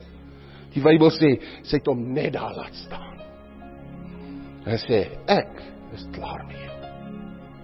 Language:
Afrikaans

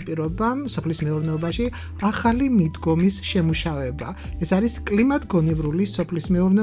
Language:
Georgian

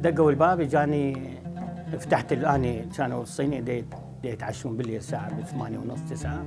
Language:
Mesopotamian Arabic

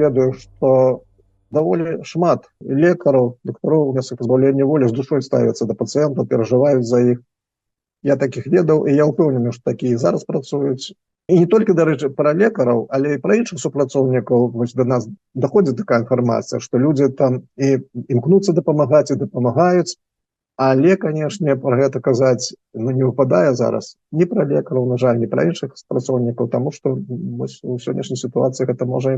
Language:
Belarusian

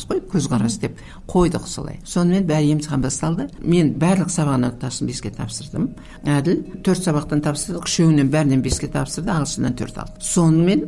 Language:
Kazakh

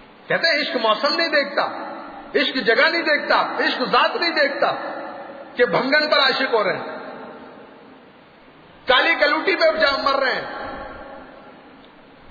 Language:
Urdu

